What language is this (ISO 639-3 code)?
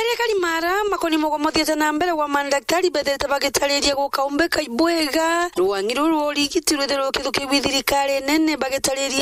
mer